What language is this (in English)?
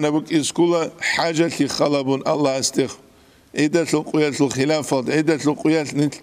Avaric